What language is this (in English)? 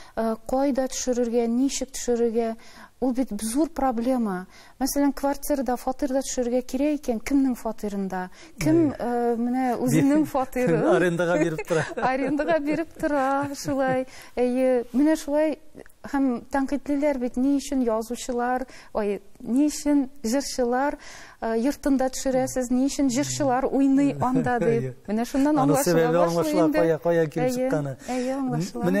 Tatar